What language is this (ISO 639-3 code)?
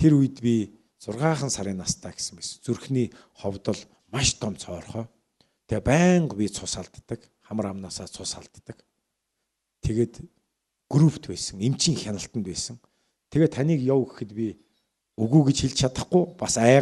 mon